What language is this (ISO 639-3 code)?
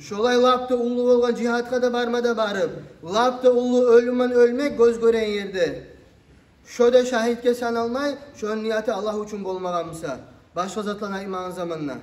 kum